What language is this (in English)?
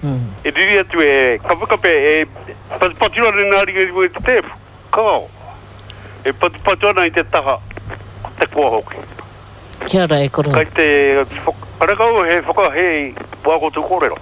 Māori